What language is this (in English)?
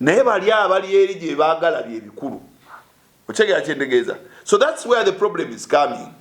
Ganda